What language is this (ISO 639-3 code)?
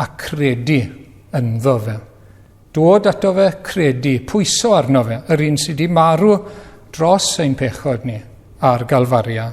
cym